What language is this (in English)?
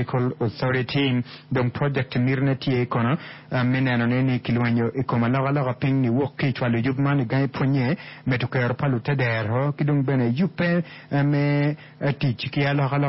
Acoli